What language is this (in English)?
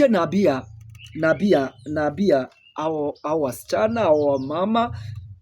Swahili